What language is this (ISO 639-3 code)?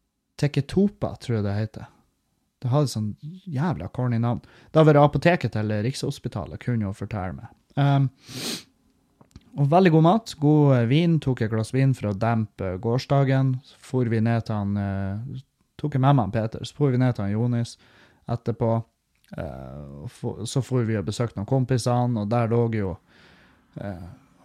nor